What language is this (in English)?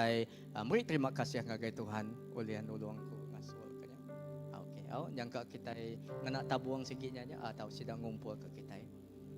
Iban